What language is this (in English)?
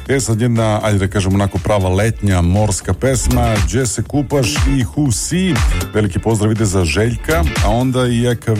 Serbian